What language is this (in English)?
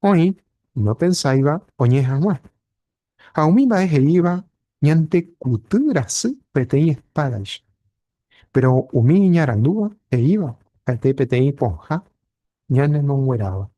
Guarani